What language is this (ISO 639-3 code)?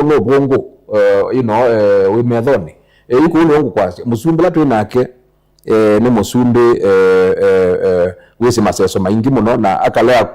kam